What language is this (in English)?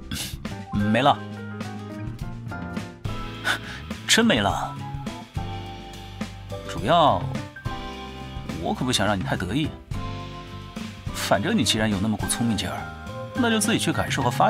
Chinese